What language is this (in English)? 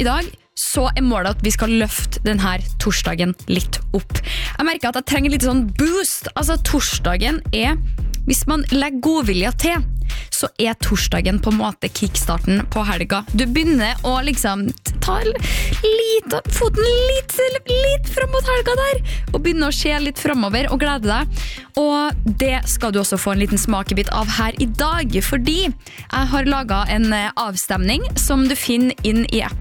Norwegian